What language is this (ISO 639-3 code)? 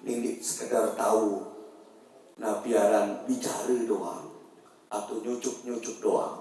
sas